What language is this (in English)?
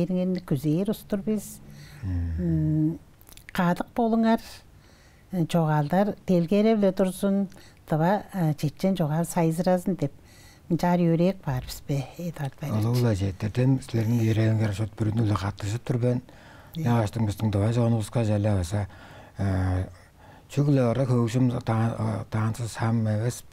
Tuvinian